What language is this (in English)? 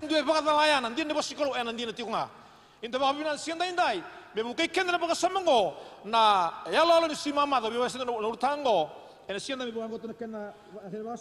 Fijian